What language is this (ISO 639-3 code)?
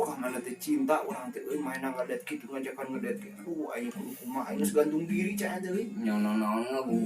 sun